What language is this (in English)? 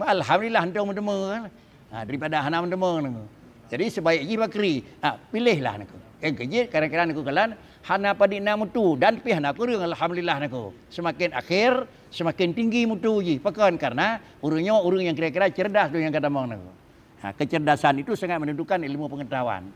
Achinese